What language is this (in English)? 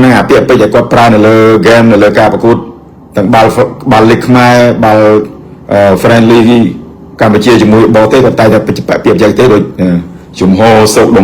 Khmer